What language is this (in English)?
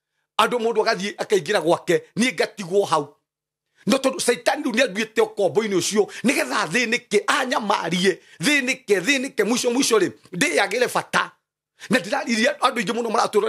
Kikuyu